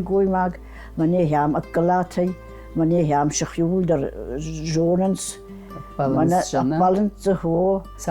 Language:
Ossetic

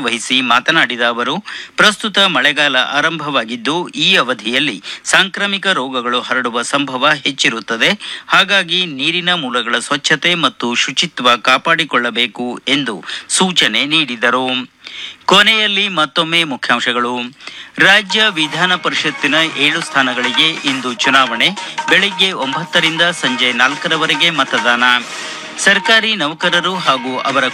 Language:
Kannada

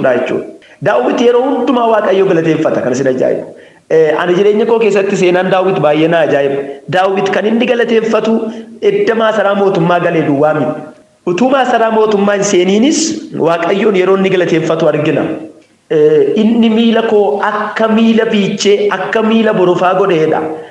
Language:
Oromo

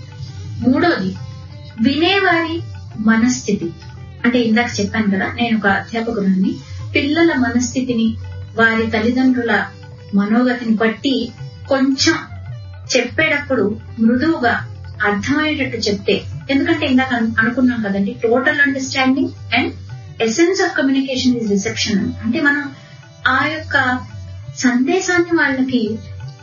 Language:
Telugu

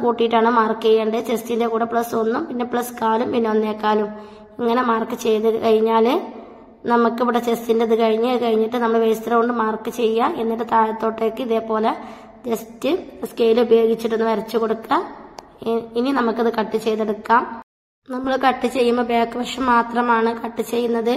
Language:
Malayalam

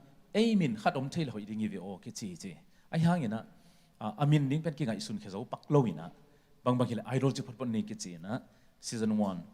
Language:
Tedim Chin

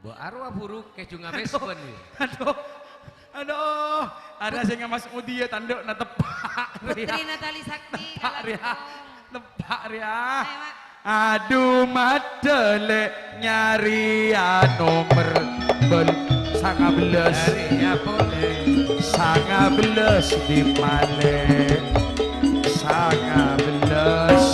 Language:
Madurese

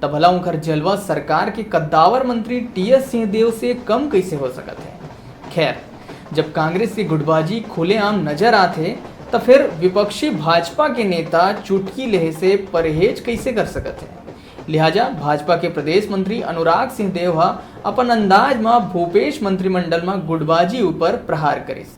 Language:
Chhattisgarhi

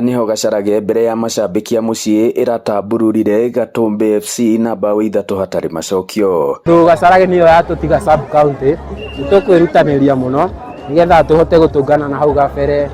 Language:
Kikuyu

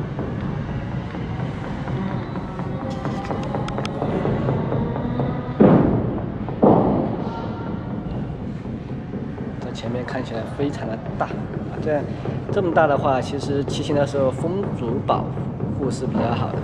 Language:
Chinese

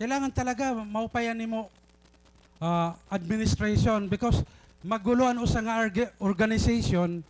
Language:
Waray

